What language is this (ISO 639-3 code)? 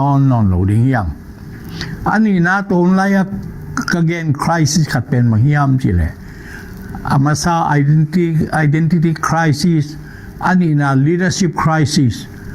ctd